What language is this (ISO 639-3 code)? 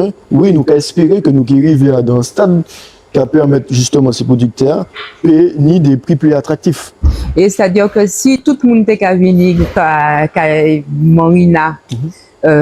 gcf